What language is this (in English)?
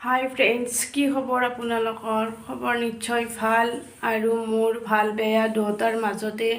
Assamese